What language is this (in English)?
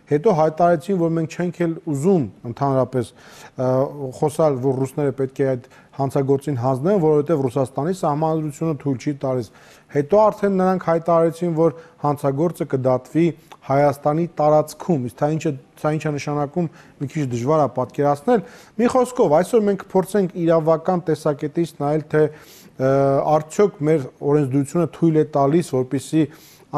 Armenian